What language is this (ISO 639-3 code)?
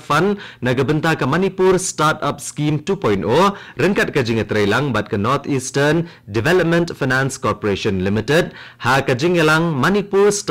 kha